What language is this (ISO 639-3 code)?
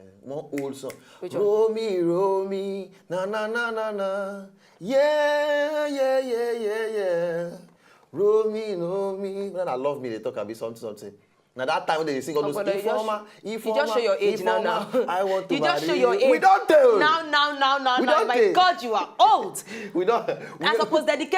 pcm